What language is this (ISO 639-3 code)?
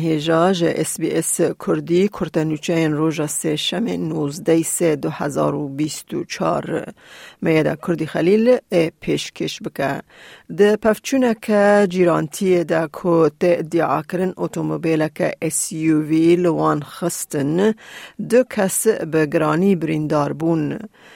kur